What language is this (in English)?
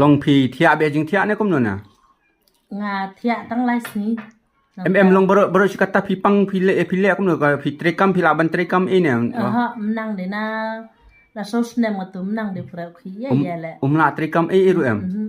Khasi